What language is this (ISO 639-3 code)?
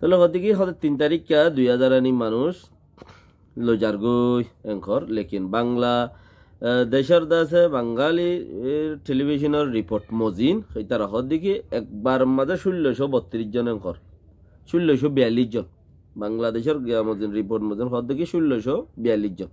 rhg